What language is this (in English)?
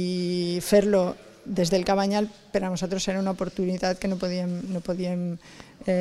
Catalan